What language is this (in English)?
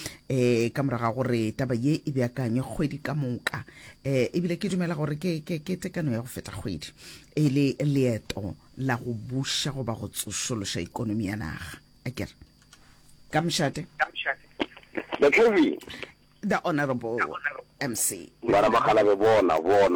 Northern Sotho